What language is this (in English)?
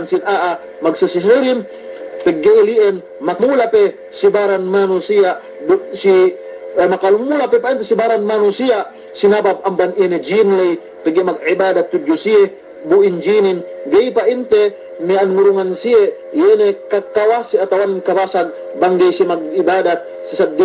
Yakan